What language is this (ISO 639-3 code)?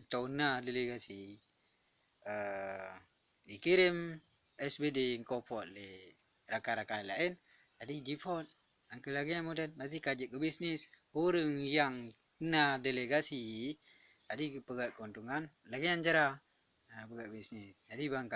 ace